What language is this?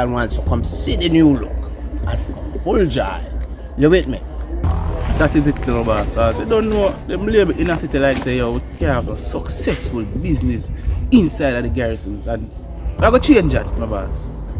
Jamaican Creole English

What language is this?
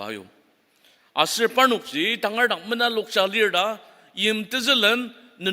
Ao Naga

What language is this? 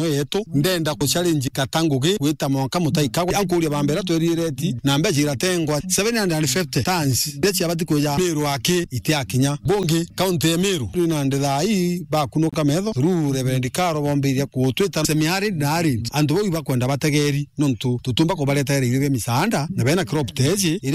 Meru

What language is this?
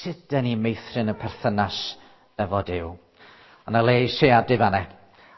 Welsh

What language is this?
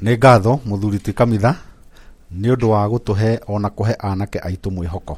Kikuyu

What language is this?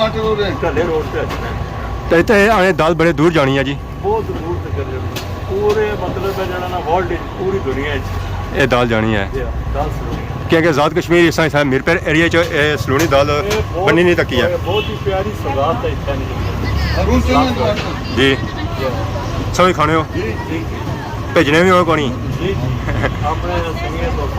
Pahari-Potwari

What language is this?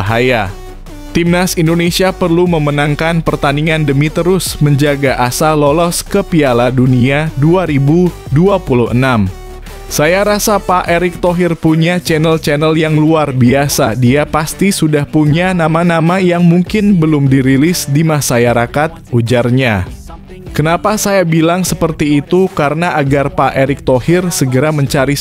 Indonesian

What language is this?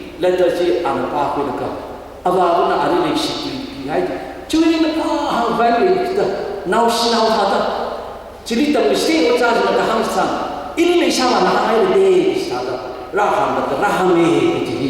Tangkhul Naga (India)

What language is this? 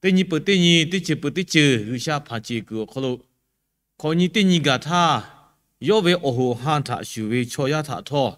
Lahu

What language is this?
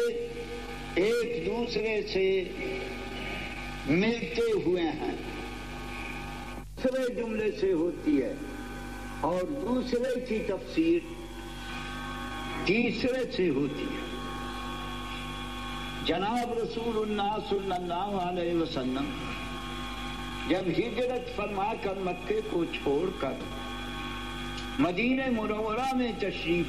Urdu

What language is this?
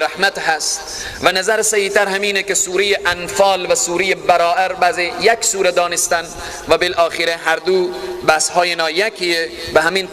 Persian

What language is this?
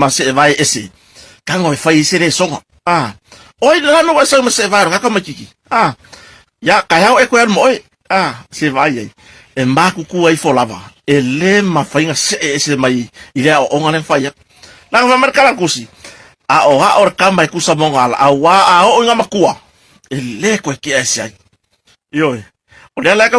Samoan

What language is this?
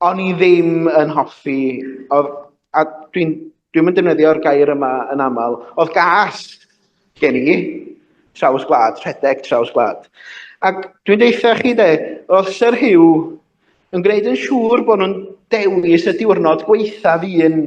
Welsh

